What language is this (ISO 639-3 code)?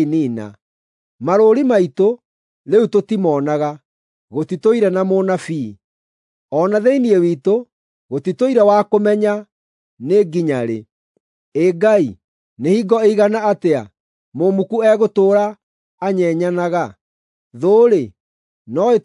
kik